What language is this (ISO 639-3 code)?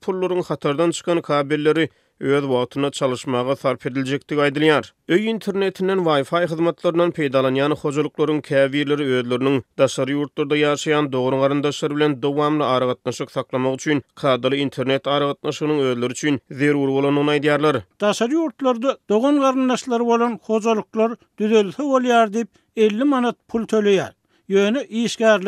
tuk